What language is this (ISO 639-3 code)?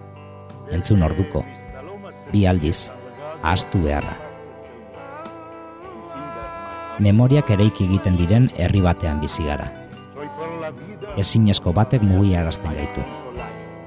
eus